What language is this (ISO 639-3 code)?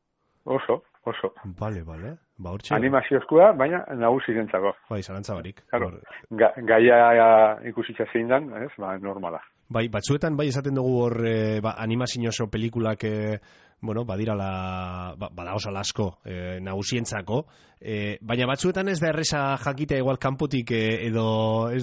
eus